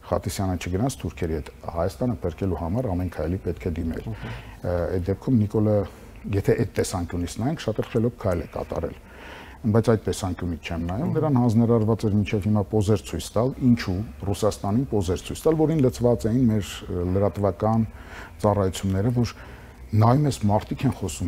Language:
Armenian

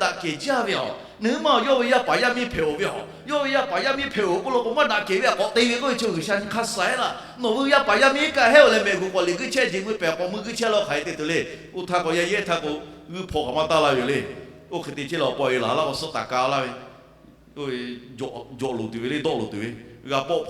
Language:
Lahu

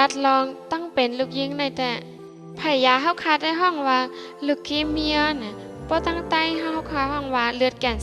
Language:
Shan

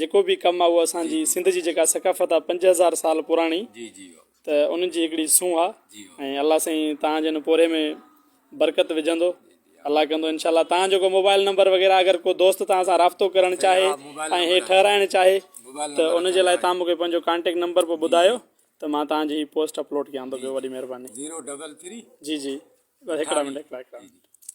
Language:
Sindhi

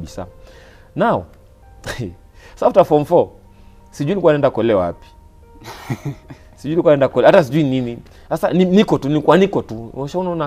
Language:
Swahili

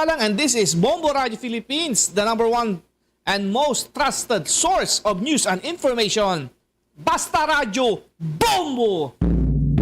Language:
Hiligaynon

